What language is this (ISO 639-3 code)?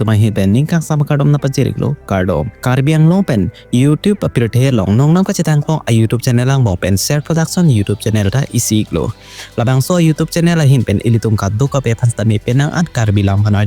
mjw